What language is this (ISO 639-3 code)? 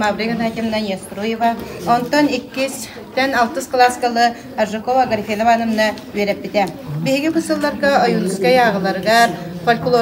sah